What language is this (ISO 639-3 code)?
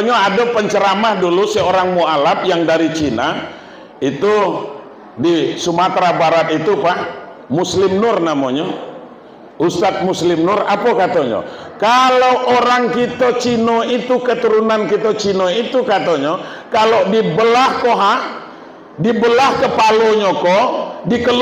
min